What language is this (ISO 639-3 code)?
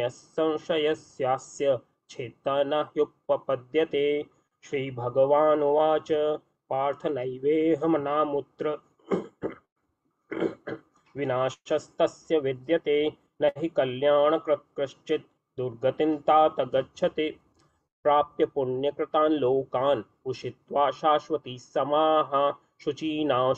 san